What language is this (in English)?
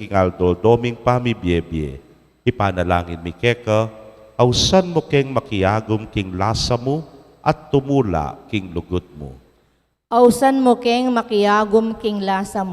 Pampanga